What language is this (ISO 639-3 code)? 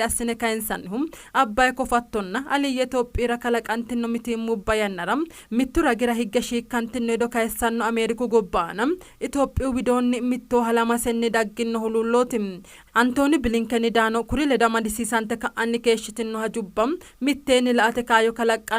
sid